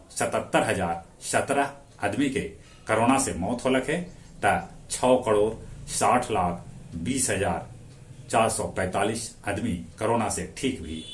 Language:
Magahi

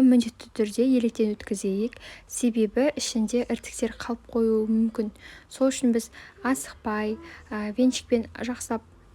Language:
Kazakh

